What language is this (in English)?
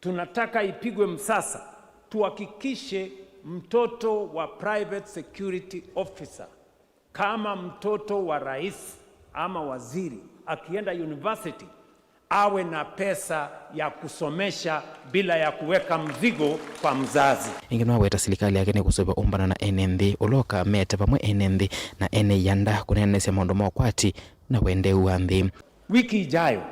Kamba